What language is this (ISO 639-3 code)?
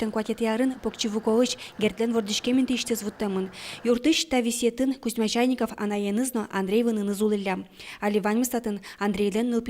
udm